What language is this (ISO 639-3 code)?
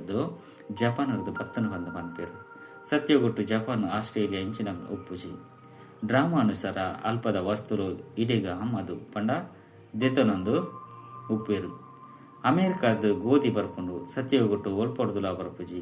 tcy